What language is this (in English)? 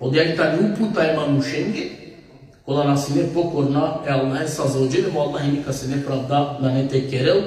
Balkan Romani